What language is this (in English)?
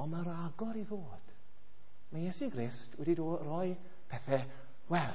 Welsh